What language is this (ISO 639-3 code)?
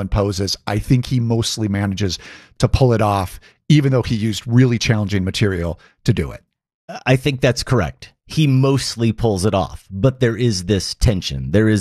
eng